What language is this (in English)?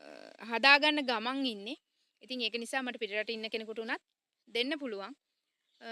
Sinhala